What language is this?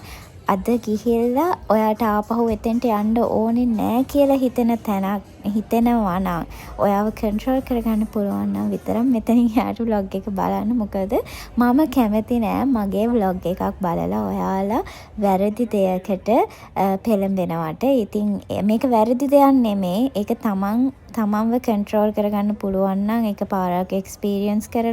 Sinhala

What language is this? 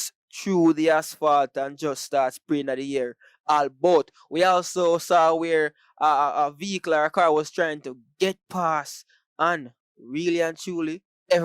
Jamaican Creole English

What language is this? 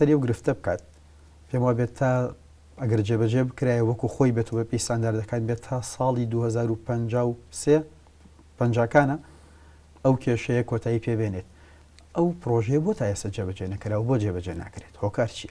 Central Kurdish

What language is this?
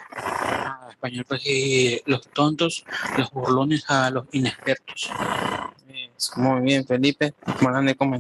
Guarani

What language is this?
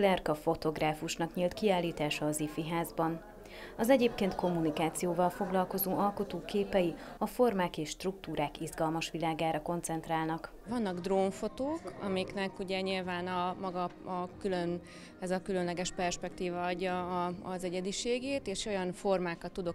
Hungarian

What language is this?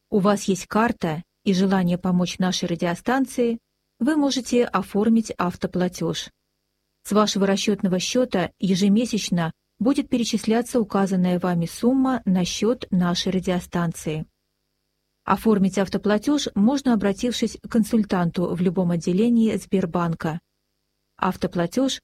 Russian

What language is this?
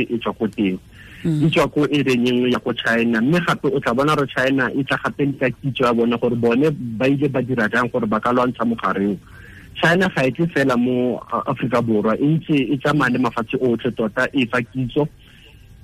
Tswana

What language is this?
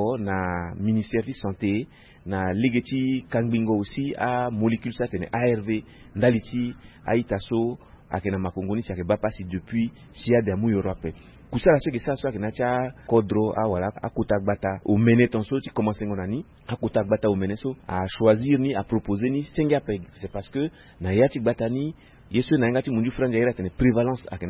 Sango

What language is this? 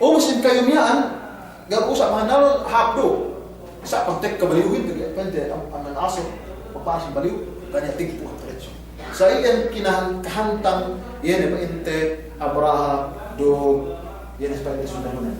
Yakan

